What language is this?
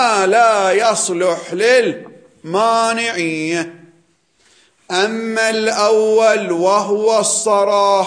Arabic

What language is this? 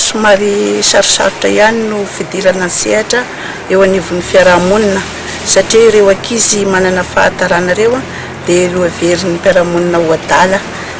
Malagasy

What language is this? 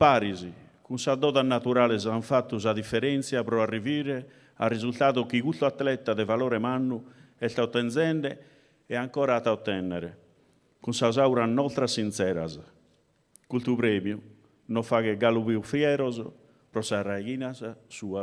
Sardinian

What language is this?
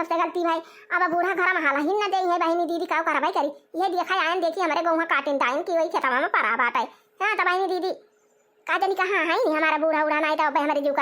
Awadhi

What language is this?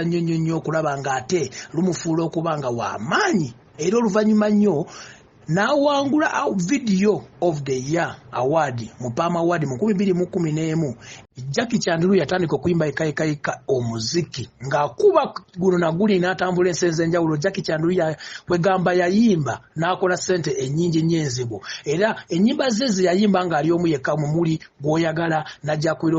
Ganda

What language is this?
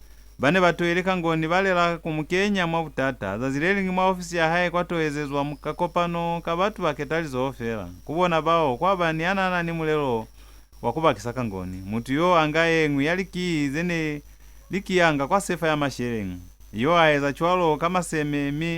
Lozi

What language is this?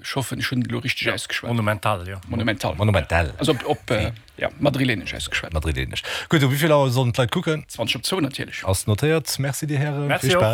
Luxembourgish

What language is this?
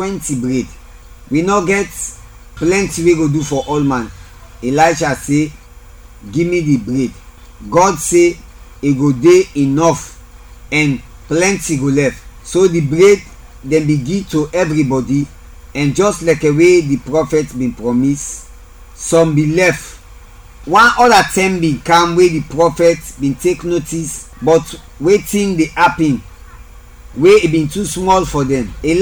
Krio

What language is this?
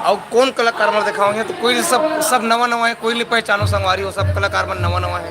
Chhattisgarhi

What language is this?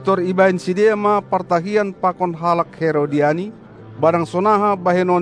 Batak Simalungun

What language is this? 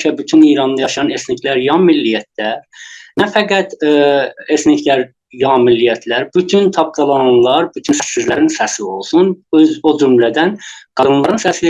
South Azerbaijani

